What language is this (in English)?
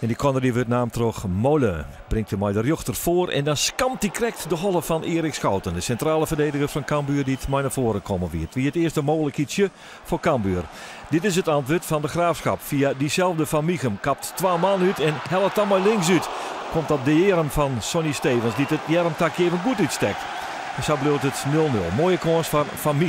Western Frisian